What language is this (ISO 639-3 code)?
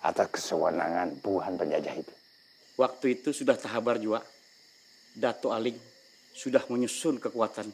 bjn